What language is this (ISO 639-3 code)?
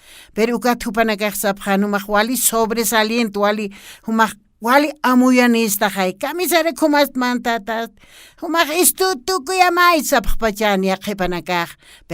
aym